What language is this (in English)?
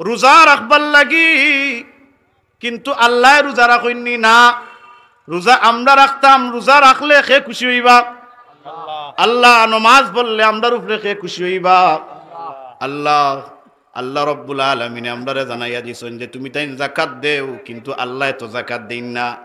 Sylheti